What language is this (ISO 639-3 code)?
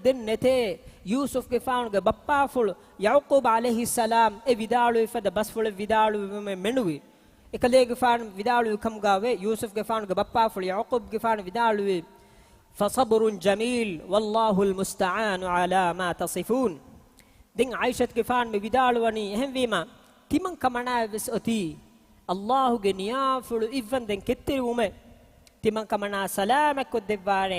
div